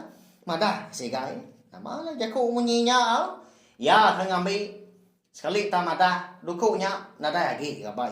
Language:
Iban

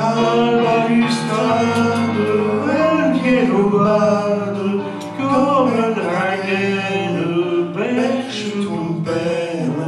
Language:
Picard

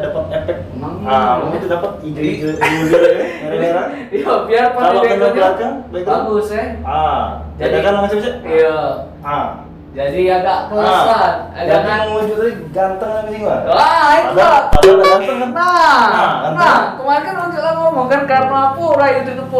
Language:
Musi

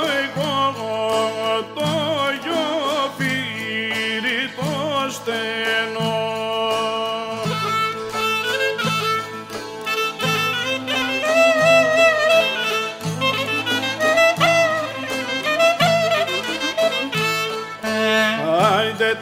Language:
Greek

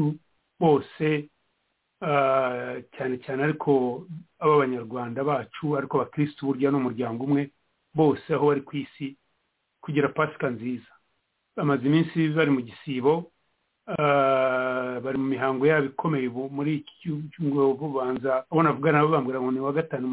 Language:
Kinyarwanda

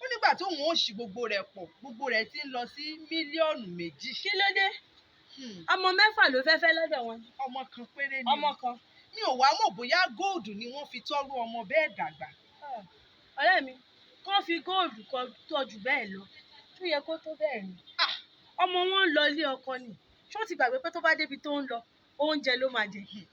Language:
Yoruba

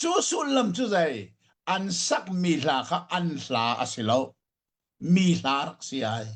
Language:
Hakha Chin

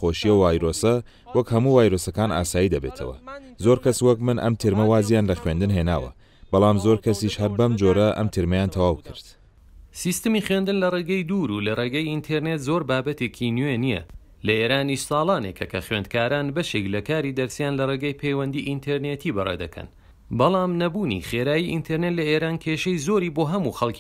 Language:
Central Kurdish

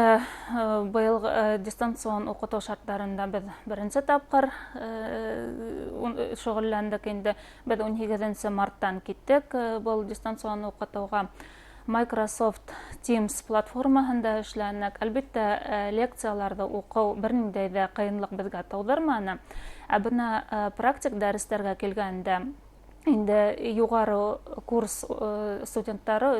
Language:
Bashkir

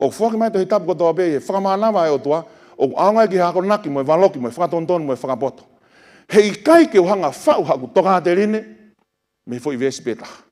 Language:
Tongan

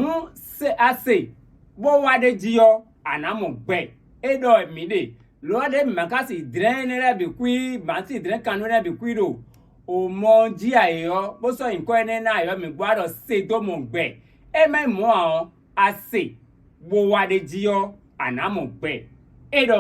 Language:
Fon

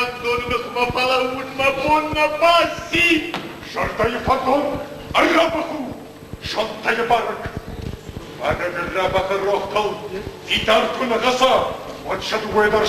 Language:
Ossetic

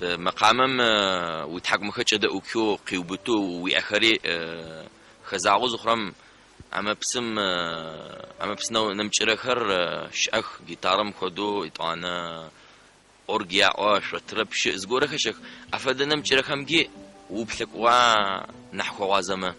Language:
Adyghe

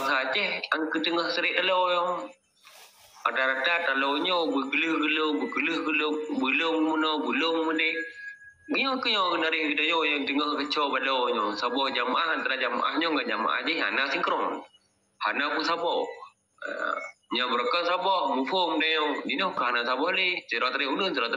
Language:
Achinese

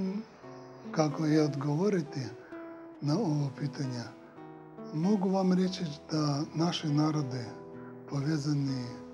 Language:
Serbian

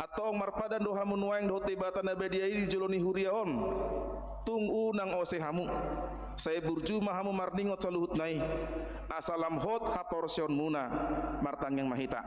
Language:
Batak Toba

